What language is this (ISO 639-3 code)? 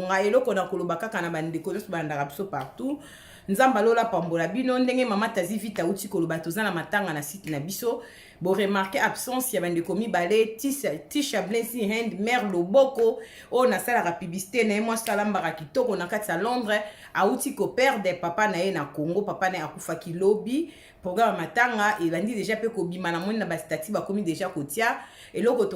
lin